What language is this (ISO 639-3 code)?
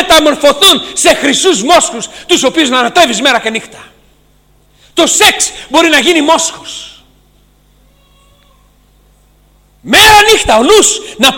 ell